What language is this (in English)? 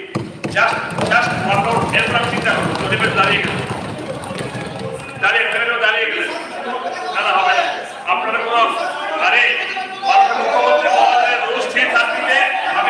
Bangla